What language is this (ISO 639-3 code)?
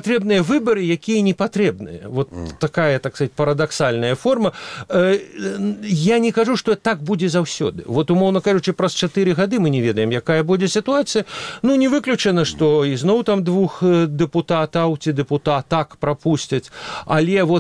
bel